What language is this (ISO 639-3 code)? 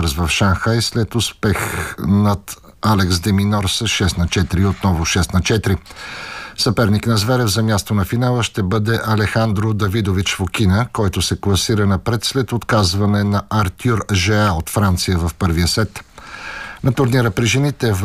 bul